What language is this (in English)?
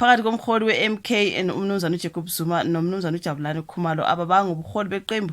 Zulu